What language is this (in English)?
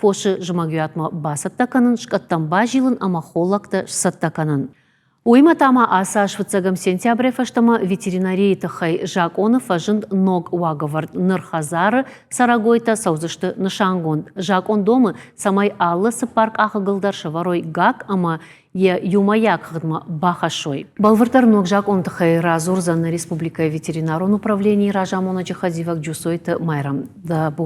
Ossetic